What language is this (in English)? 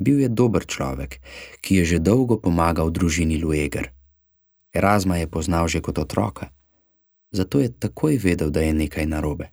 Slovenian